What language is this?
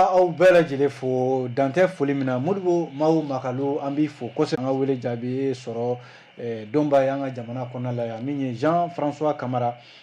Bambara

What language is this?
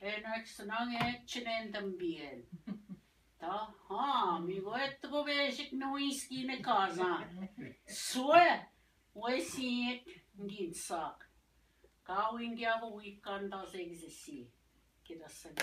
Ojibwa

